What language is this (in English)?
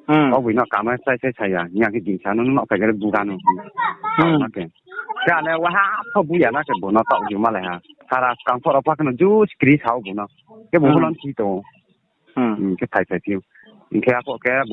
Riang (India)